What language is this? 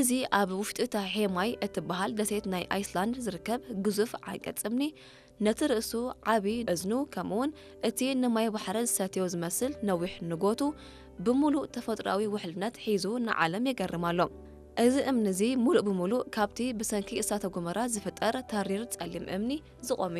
Tigrinya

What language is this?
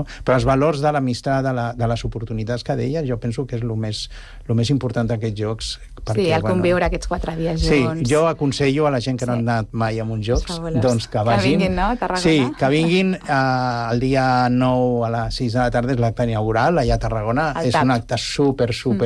Catalan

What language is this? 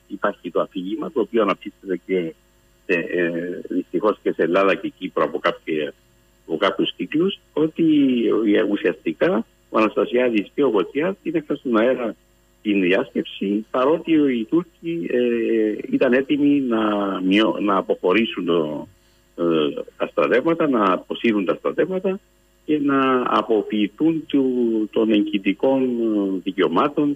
Greek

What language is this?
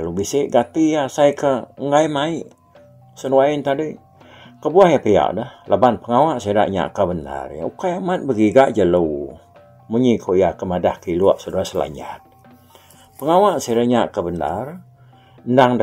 Iban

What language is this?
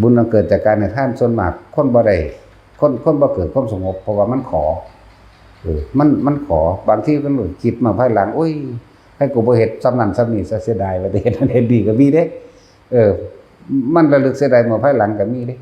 Northeastern Thai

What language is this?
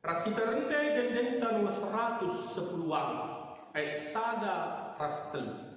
Batak Karo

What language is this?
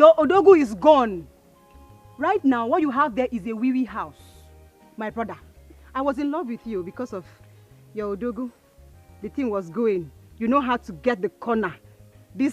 Nigerian Pidgin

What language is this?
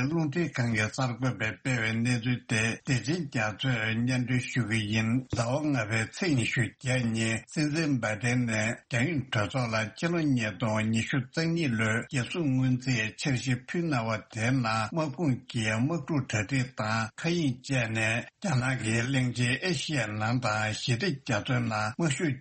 Tibetan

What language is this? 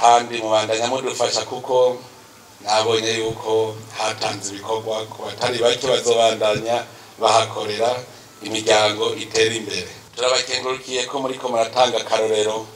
Rundi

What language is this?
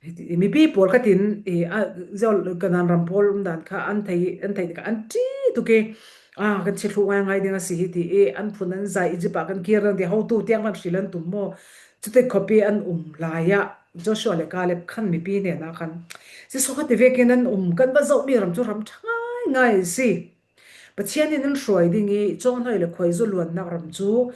Falam Chin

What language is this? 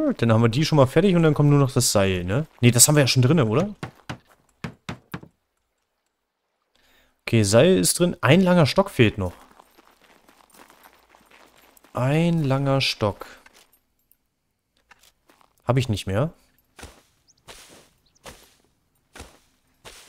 German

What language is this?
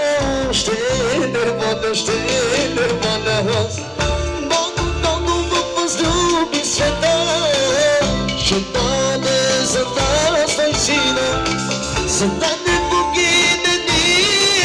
Bulgarian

